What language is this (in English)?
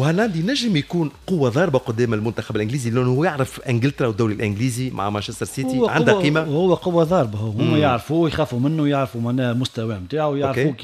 Tunisian Arabic